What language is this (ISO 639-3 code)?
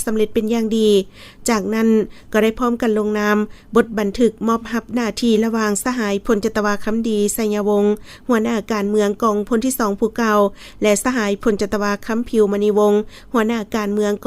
lao